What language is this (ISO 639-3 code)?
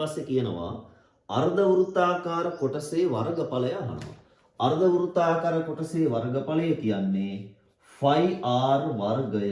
sin